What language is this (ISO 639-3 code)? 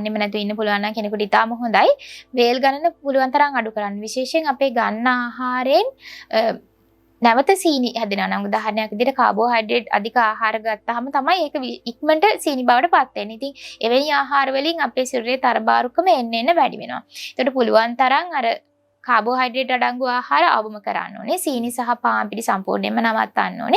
sin